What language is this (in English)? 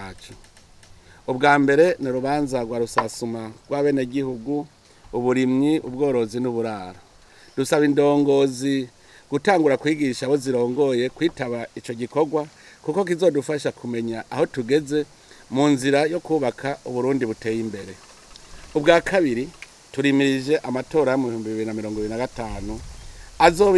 Rundi